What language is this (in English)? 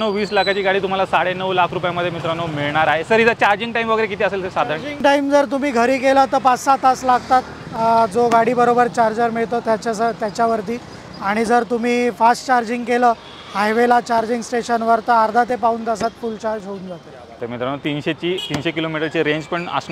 Marathi